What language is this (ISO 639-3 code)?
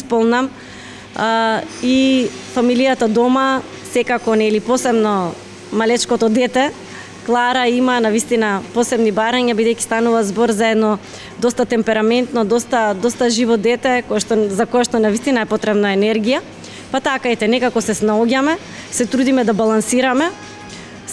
mkd